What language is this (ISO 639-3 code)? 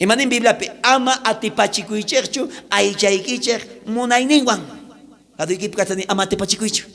quh